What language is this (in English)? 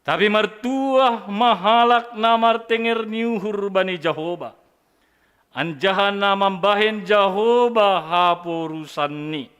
Batak Simalungun